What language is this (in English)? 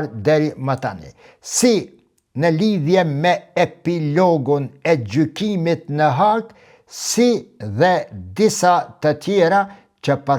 Albanian